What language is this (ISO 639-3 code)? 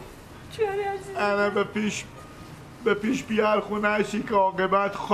fas